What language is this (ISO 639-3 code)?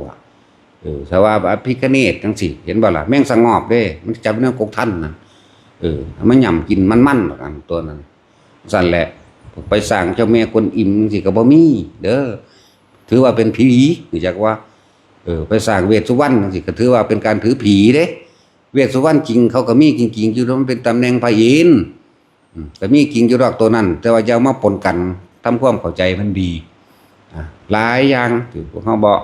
tts